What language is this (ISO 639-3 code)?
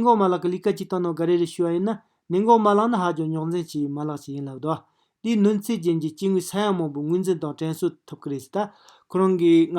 bod